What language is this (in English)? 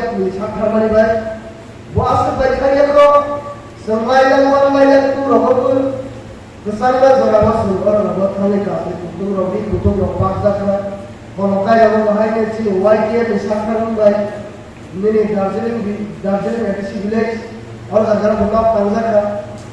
Kok Borok